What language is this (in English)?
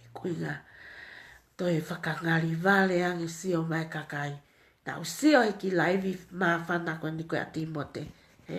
Tongan